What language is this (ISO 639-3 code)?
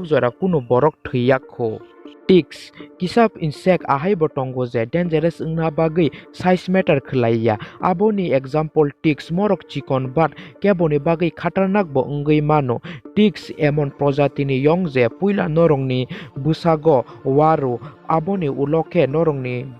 trp